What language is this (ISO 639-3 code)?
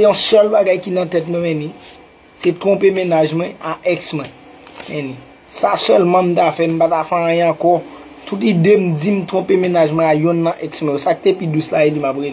hat